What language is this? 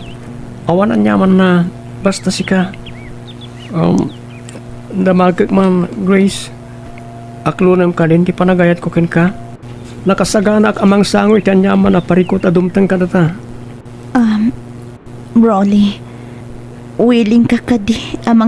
Iloko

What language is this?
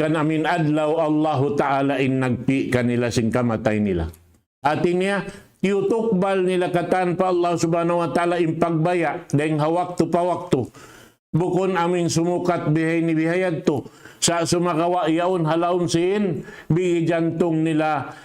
Tausug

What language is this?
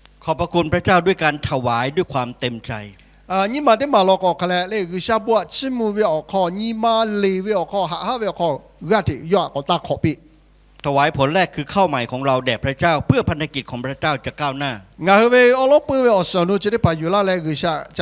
Lahu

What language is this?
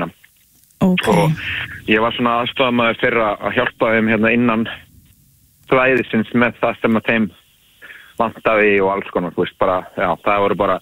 Icelandic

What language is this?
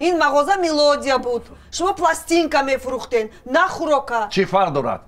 Tajik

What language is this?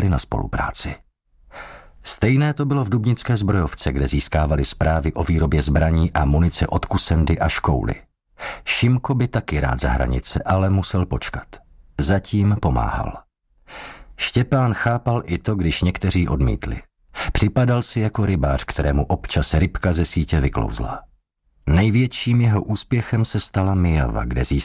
Czech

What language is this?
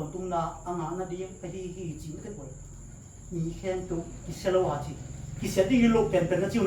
Tedim Chin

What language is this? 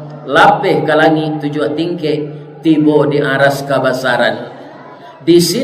Minangkabau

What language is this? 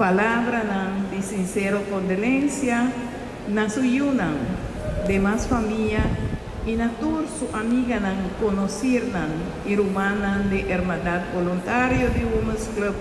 Papiamento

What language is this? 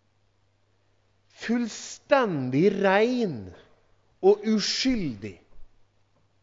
Norwegian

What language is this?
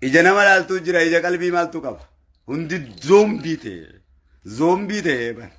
Oromo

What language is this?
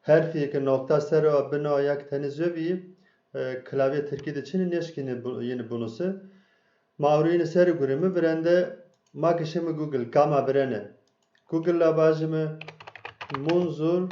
Zaza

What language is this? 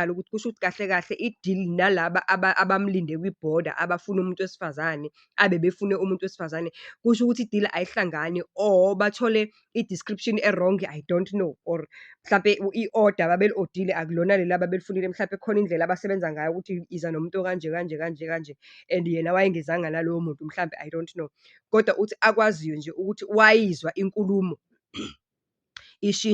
Zulu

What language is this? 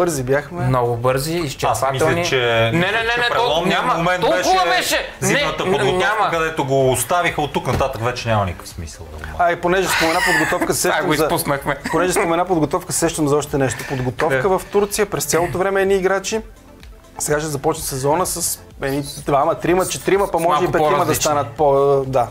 Bulgarian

